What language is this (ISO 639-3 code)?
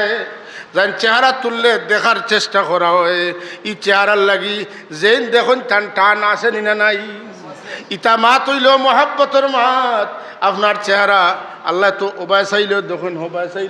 syl